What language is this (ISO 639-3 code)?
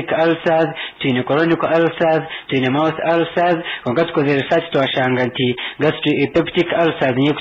nyn